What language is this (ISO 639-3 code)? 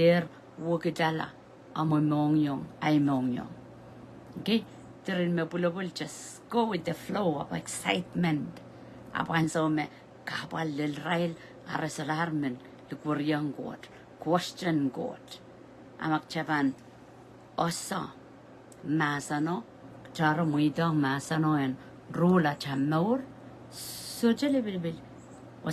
pon